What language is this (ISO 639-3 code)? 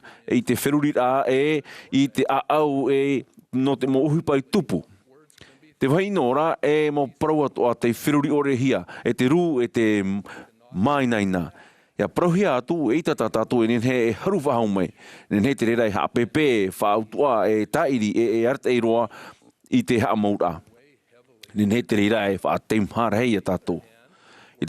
tah